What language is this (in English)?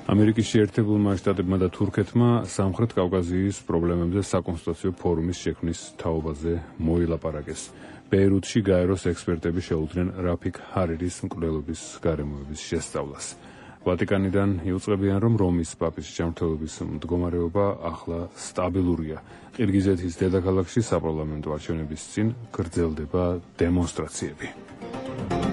Georgian